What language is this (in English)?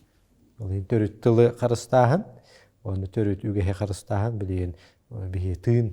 Yakut